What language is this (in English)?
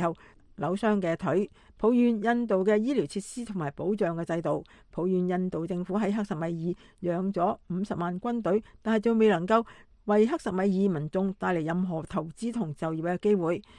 Cantonese